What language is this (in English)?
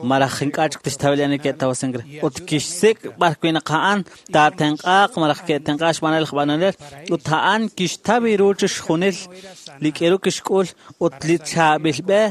Kekchí